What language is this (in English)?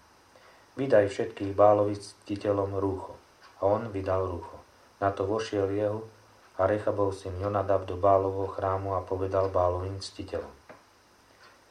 Slovak